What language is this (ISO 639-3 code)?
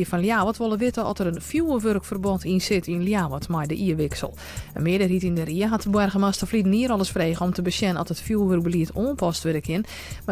fry